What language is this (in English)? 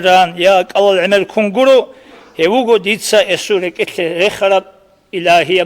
Avaric